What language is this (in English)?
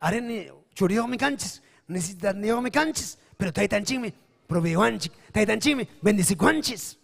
Ayacucho Quechua